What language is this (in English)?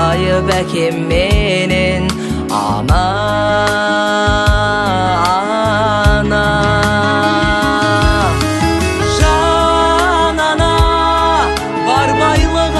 Kazakh